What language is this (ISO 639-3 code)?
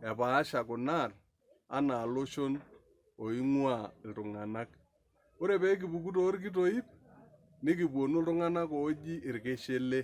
mas